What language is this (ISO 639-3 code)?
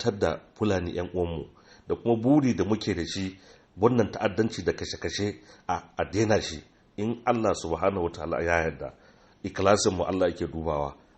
hau